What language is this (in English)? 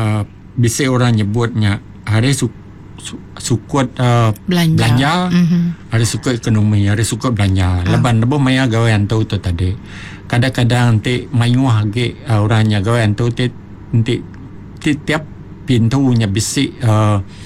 Iban